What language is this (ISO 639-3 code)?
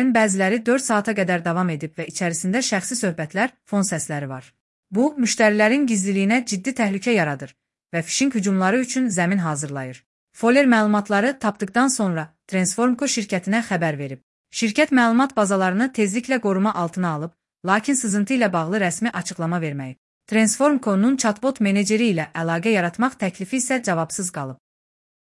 aze